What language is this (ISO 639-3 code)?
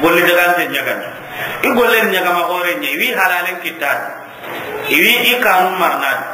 snk